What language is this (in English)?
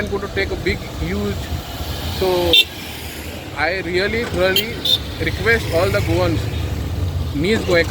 Konkani